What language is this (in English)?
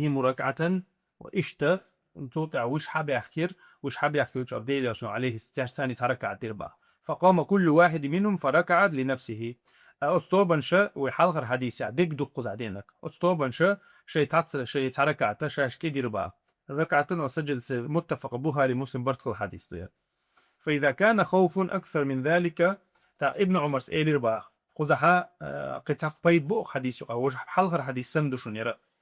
Chechen